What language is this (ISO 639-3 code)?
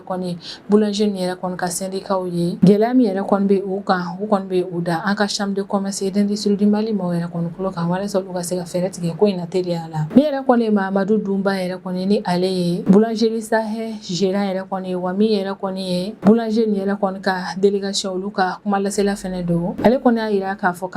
bam